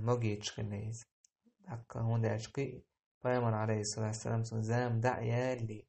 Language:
Chechen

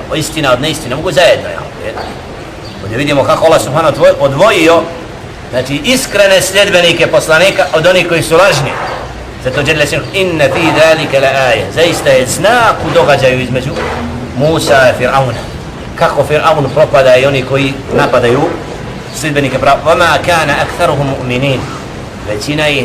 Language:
Bosnian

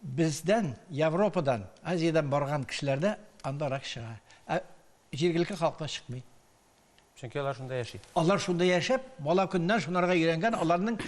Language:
Tatar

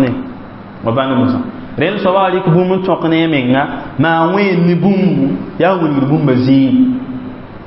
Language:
Mossi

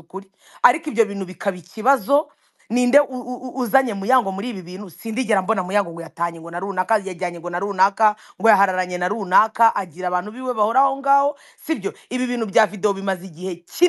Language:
Kinyarwanda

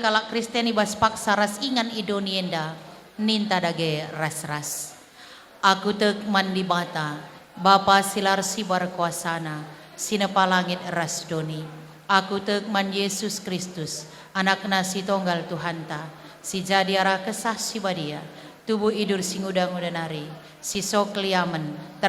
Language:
Batak Karo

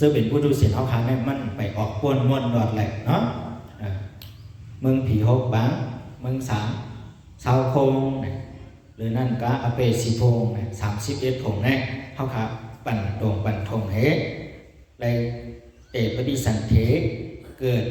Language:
Shan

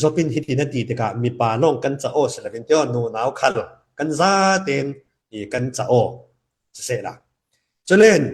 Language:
Falam Chin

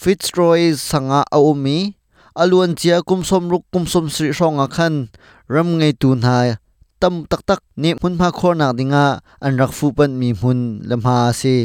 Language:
Hakha Chin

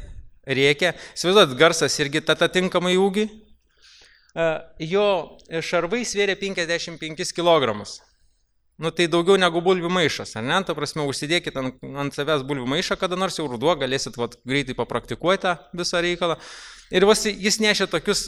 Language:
Lithuanian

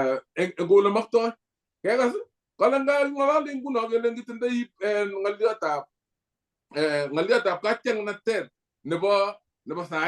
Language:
Kalenjin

